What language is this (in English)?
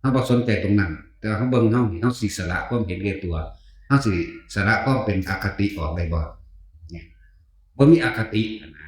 Northeastern Thai